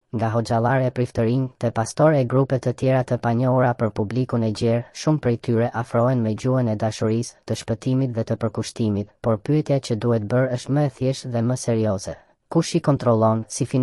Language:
Albanian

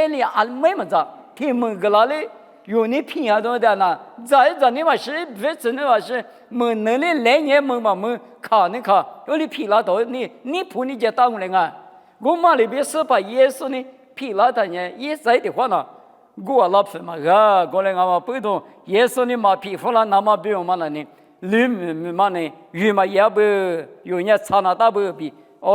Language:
Lisu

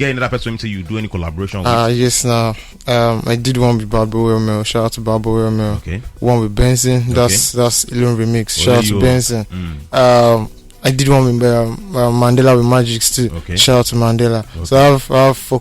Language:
Nigerian Pidgin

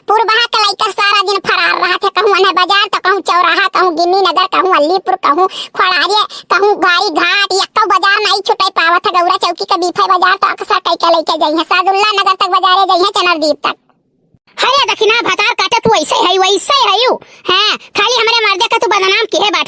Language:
Awadhi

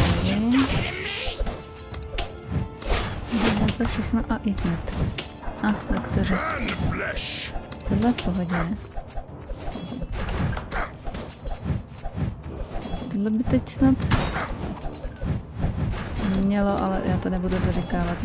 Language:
Czech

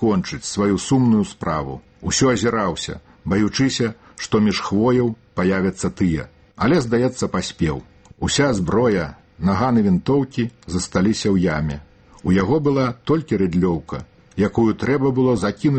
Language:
Belarusian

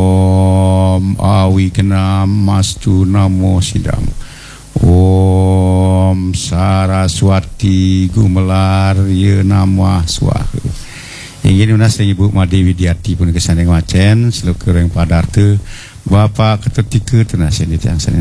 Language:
Balinese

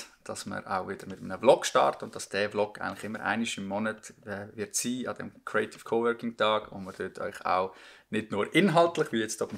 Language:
Swiss German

